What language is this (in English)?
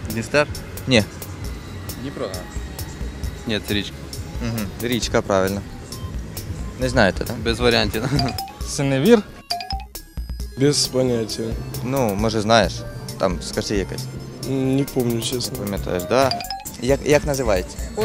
Ukrainian